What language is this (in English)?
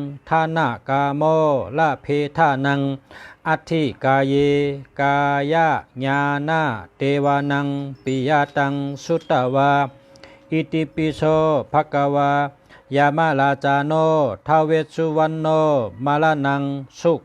Shan